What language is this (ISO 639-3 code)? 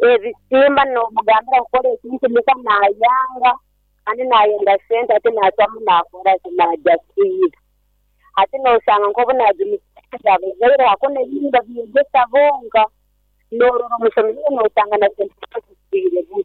nyn